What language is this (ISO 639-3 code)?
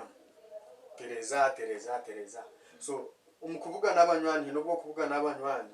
nyn